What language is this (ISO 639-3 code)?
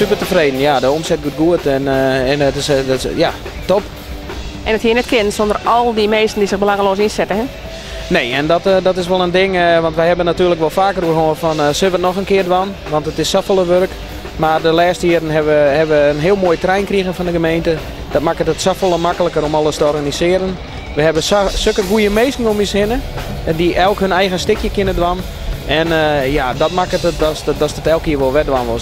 fry